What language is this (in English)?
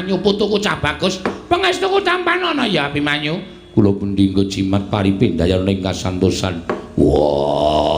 Javanese